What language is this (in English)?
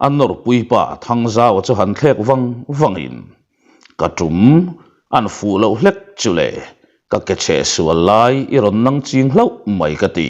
Mizo